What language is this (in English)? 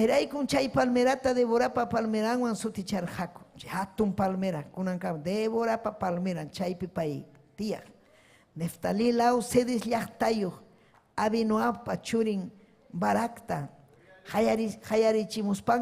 Ayacucho Quechua